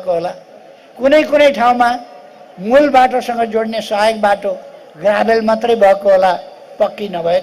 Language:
Nepali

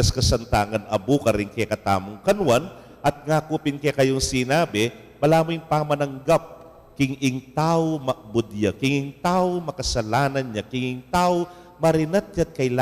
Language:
Pampanga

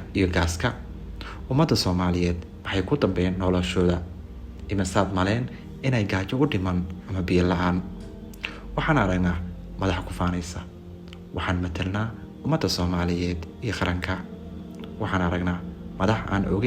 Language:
Somali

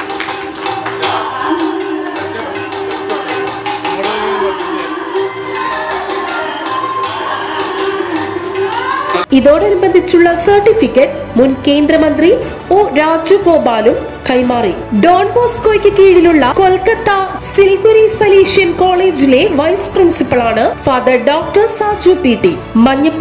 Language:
Malayalam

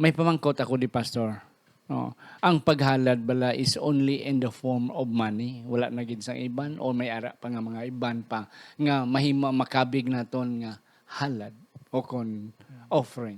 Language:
Hiligaynon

